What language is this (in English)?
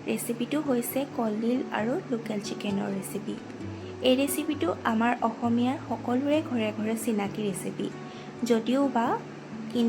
Assamese